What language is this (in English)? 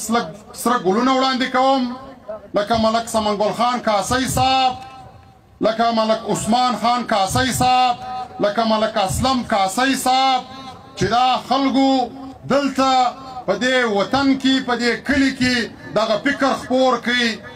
Pashto